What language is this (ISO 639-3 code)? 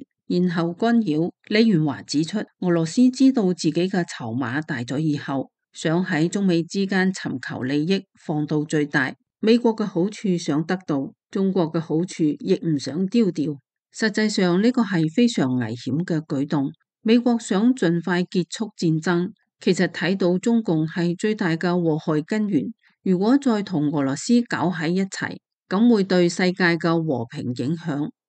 yue